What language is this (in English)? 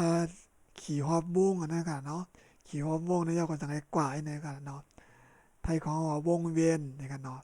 Shan